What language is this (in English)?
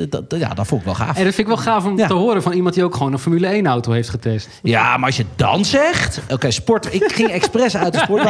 Dutch